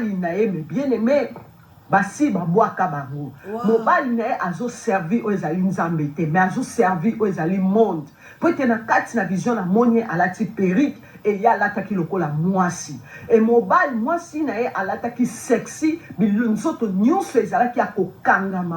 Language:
Lingala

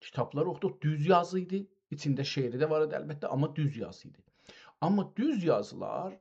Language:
South Azerbaijani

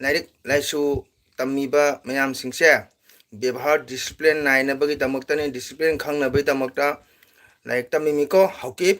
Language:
Manipuri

